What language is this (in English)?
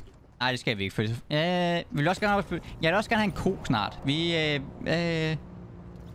Danish